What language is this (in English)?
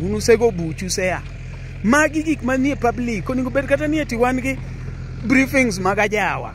Luo (Kenya and Tanzania)